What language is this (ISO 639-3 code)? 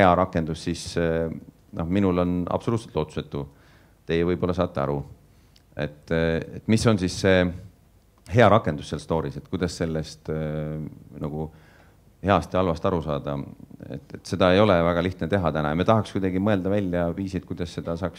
est